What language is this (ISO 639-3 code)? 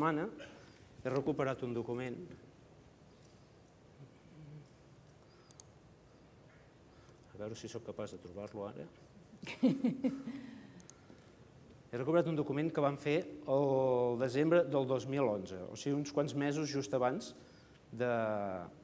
cat